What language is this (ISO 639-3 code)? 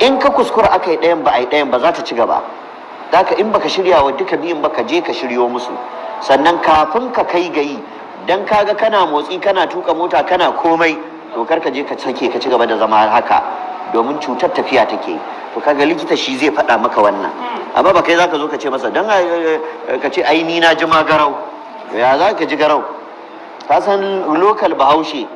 hau